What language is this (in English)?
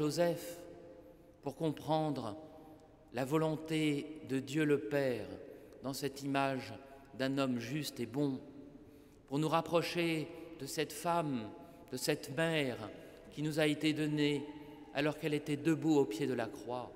French